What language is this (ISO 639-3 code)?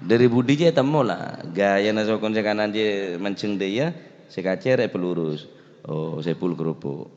mad